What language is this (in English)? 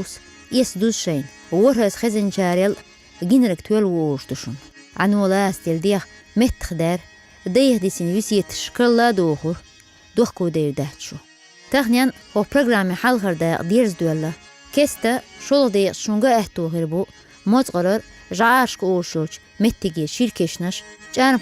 Chechen